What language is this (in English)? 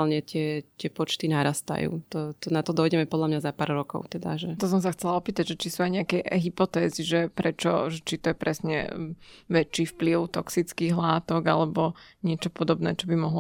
Slovak